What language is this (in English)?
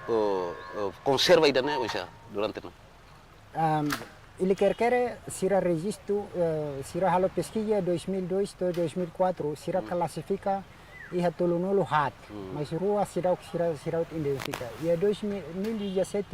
Tetum